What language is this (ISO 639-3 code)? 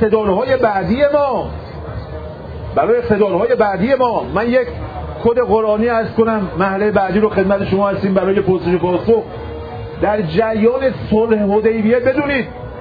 fas